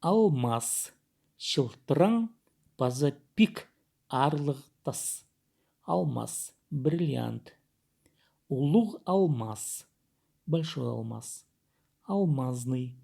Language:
Khakas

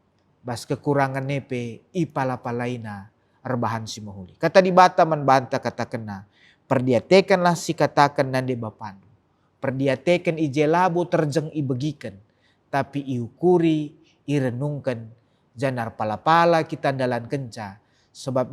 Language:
Batak Karo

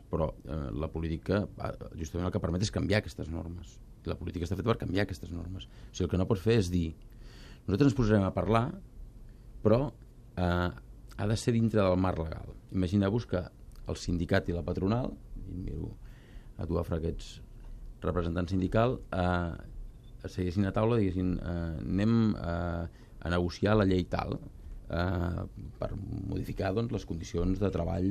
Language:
Catalan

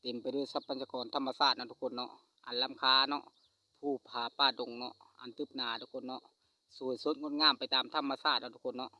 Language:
Lao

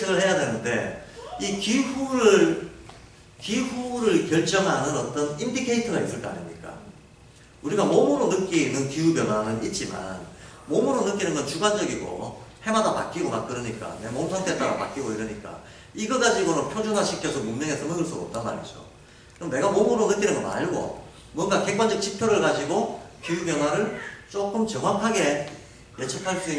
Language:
Korean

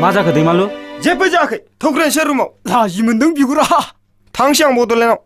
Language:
Bodo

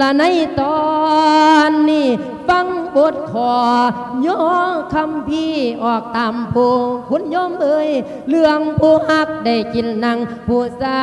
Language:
Lao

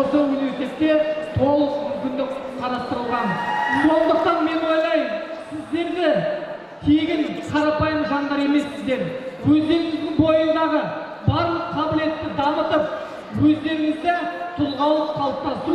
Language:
Kazakh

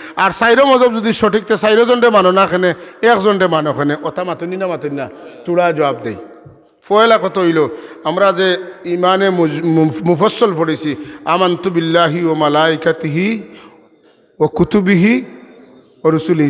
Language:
Sylheti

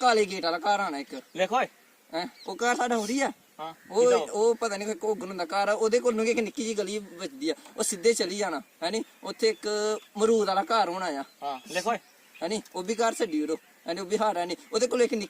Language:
Dogri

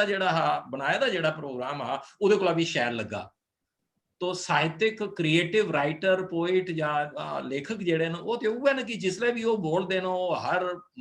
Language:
Dogri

